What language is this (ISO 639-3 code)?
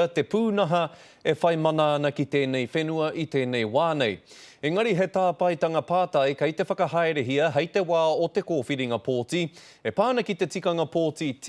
mri